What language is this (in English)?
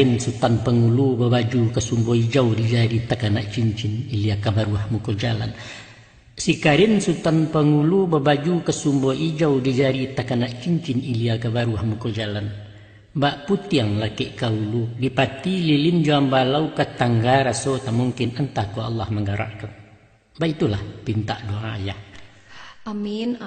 Minangkabau